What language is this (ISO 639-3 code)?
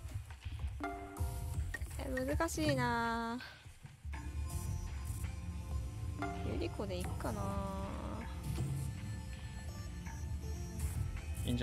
jpn